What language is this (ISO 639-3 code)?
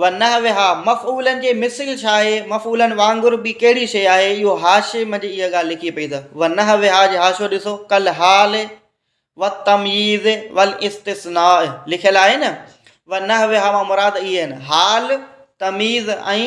snd